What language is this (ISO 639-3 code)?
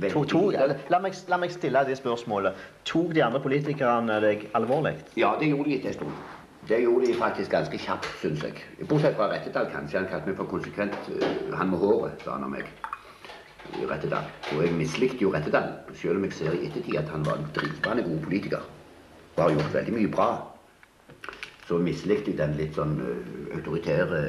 nor